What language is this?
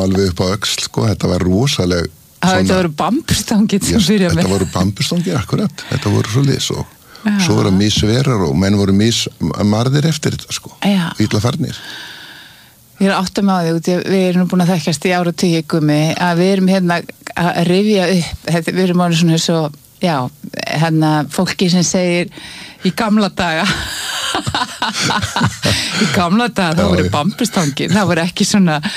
Icelandic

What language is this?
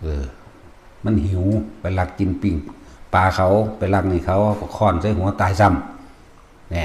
Northeastern Thai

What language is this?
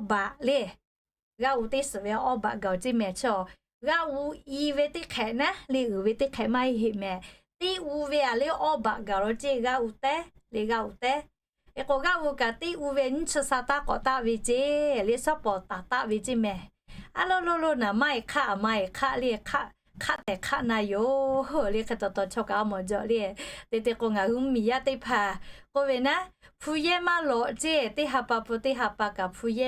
Lahu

